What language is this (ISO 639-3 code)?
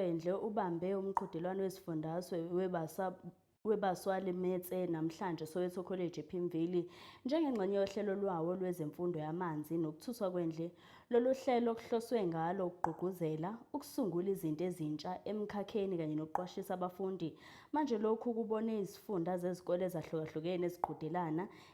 zul